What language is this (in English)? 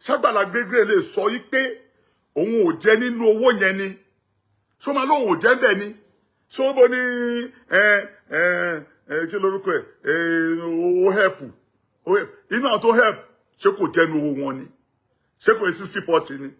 Yoruba